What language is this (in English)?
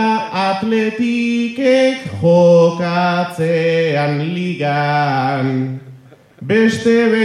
Basque